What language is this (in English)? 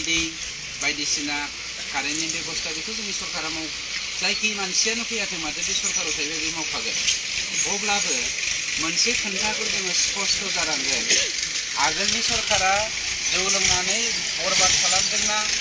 Bodo